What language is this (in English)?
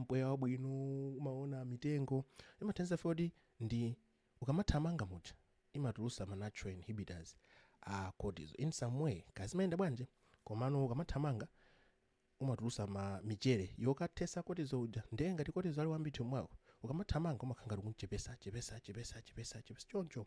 Nyanja